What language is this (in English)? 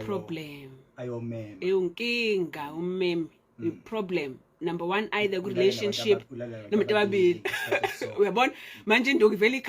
Zulu